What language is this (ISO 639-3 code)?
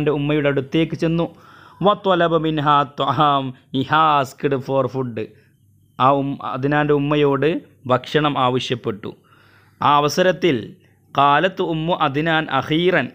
mal